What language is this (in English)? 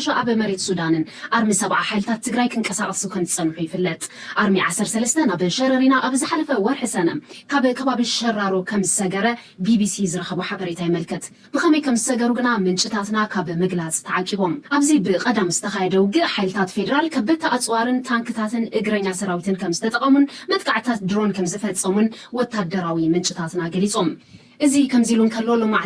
Tigrinya